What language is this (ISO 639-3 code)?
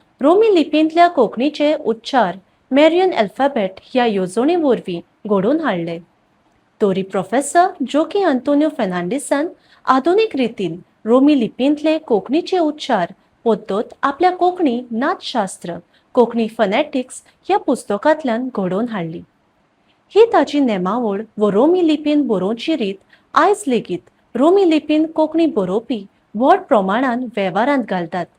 kok